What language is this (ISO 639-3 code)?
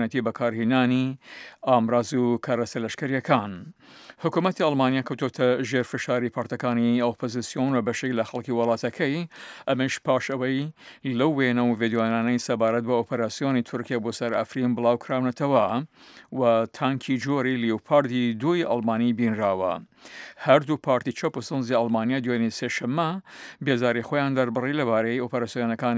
ckb